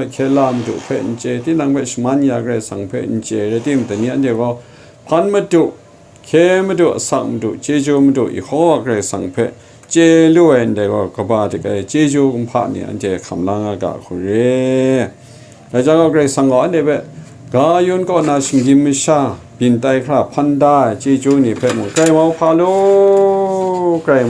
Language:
Kachin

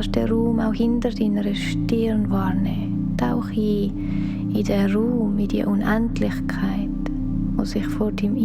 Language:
Swiss German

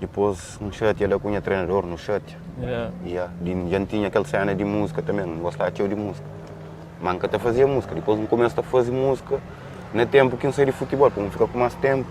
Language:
Kabuverdianu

